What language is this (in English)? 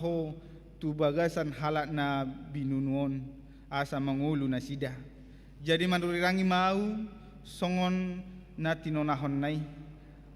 Batak Toba